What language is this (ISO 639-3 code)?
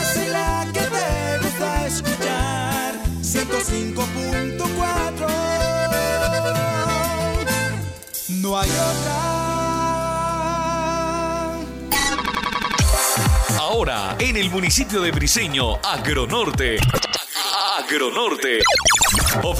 spa